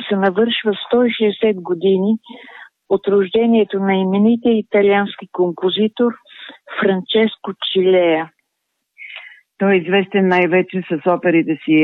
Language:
Bulgarian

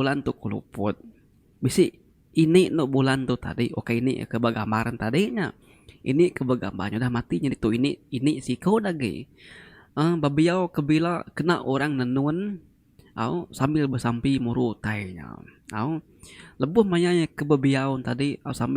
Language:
Iban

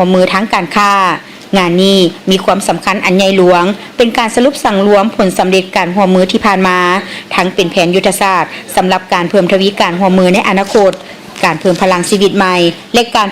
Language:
Lao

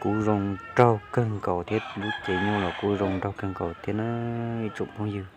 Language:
Hmong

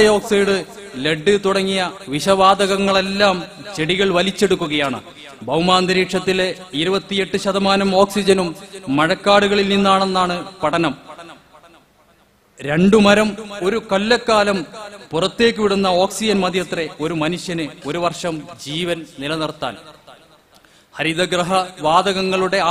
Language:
Malayalam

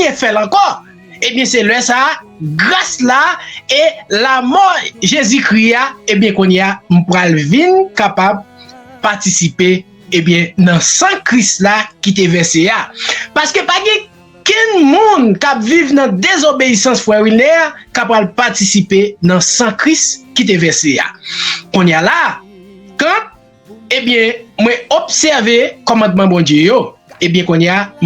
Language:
Haitian Creole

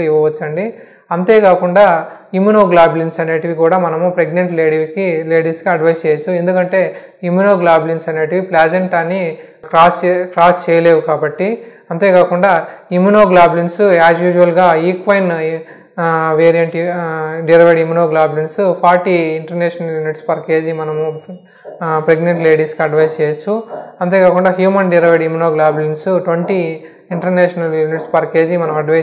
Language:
Telugu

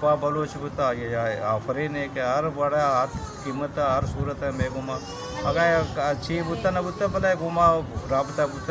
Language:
Baluchi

